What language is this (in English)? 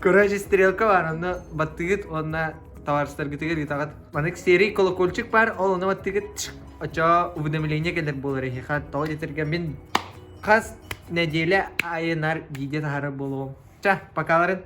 Yakut